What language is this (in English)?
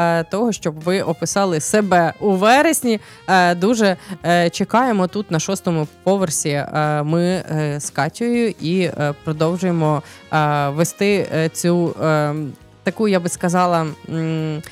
Ukrainian